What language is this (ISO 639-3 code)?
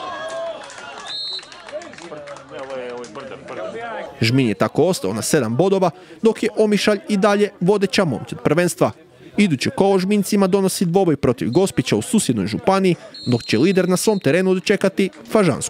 hrv